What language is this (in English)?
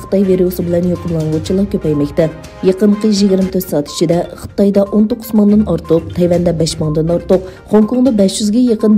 Uyghur